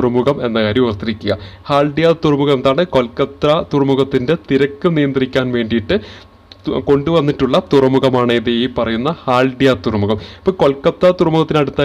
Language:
Malayalam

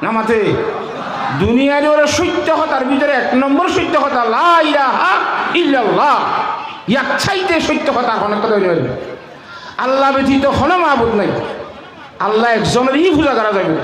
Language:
Rohingya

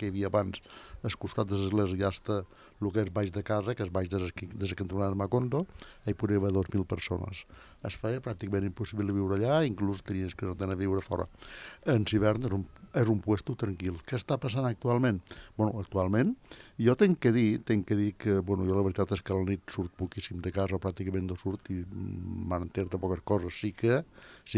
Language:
Catalan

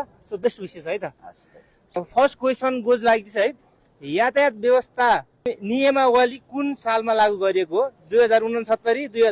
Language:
Nepali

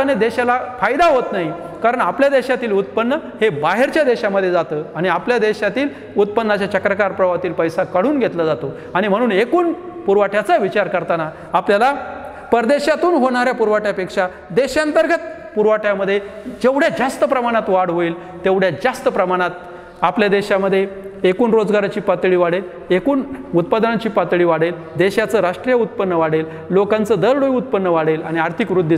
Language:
Marathi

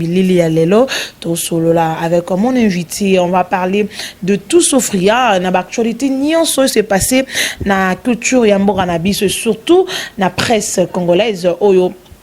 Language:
Lingala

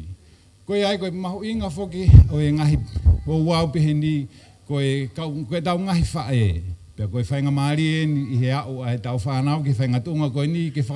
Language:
Tongan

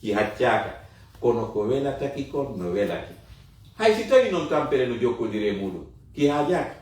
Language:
Fula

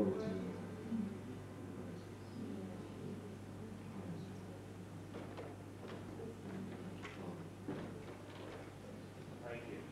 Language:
English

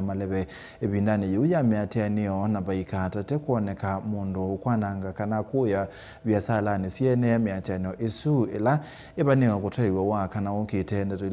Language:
Kamba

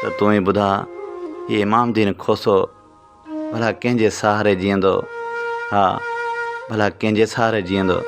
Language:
Sindhi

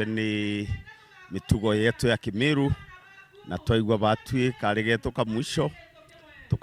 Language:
Meru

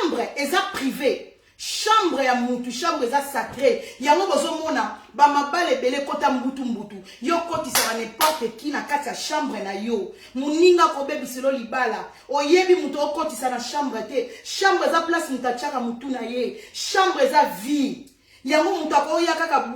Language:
Lingala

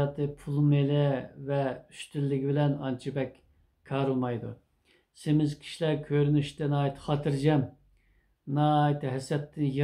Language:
Uyghur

